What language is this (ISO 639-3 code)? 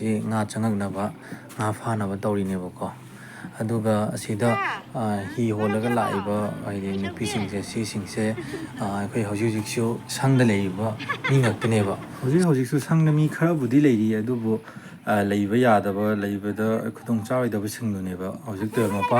mni